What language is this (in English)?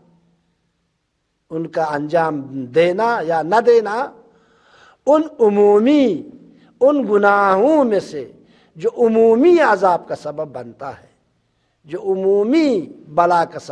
Urdu